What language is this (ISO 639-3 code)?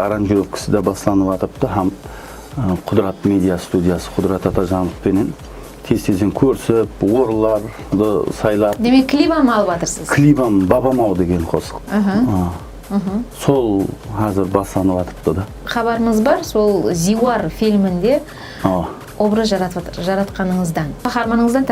kaa